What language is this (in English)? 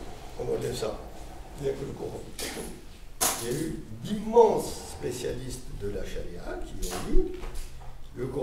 French